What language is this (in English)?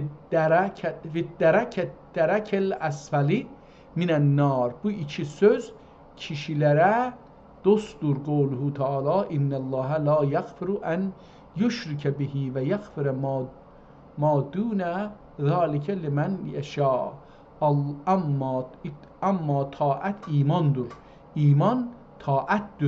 South Azerbaijani